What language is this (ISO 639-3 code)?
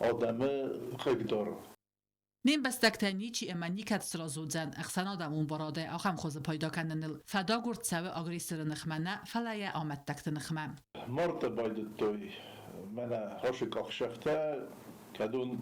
oss